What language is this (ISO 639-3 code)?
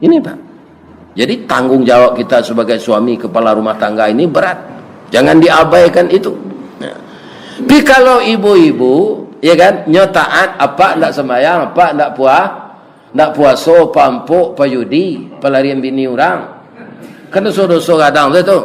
min